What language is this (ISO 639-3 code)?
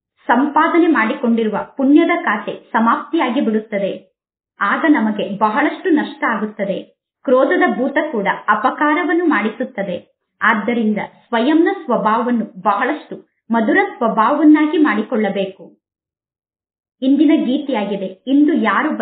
kan